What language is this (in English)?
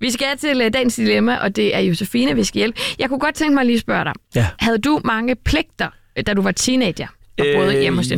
Danish